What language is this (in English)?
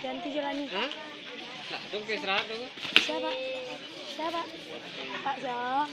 Minangkabau